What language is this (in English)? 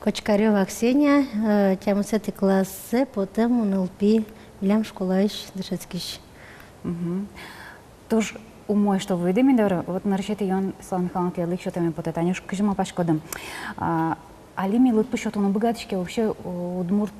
Udmurt